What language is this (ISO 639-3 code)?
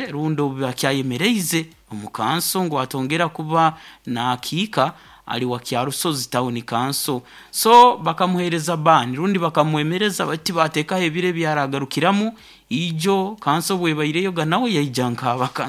nyo